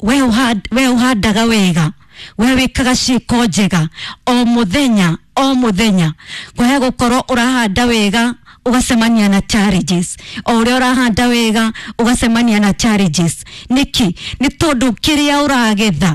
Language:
Kikuyu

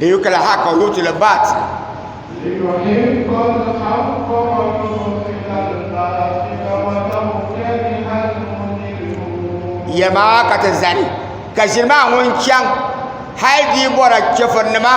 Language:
Dagbani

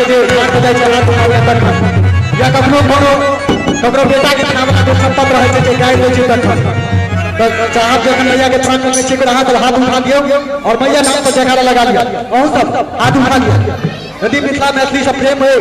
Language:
Maithili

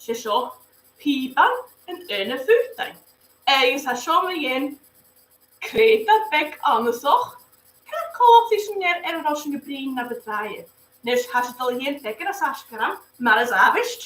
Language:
Scottish Gaelic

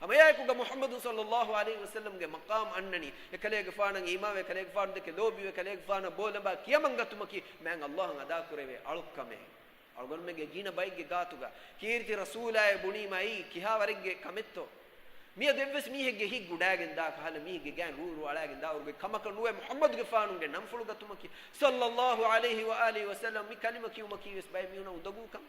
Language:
Divehi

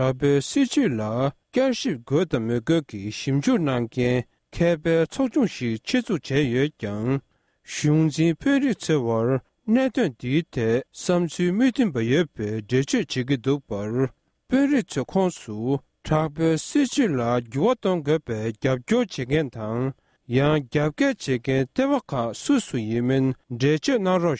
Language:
Tibetan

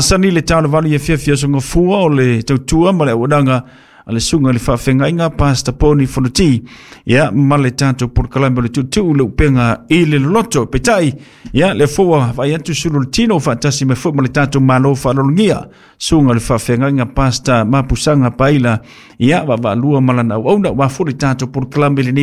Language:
Samoan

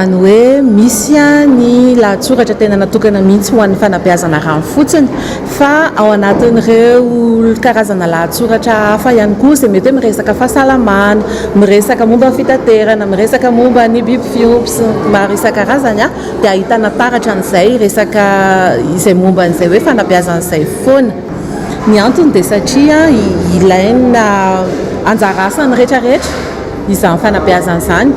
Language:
Malagasy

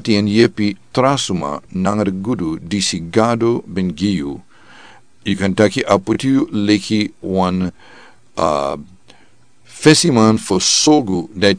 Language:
Sranan Tongo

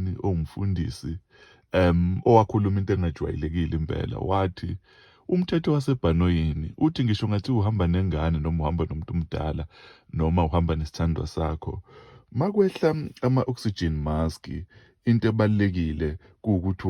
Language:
Zulu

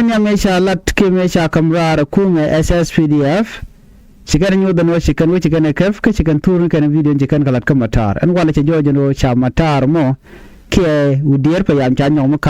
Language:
Nuer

